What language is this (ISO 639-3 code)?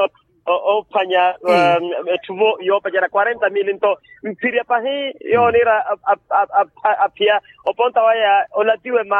vmw